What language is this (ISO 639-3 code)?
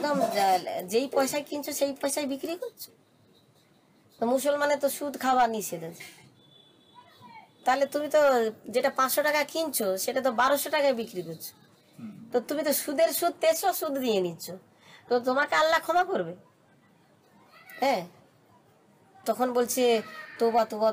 ben